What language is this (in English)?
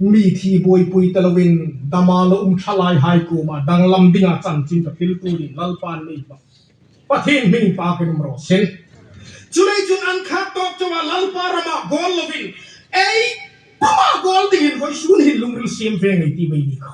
Hmar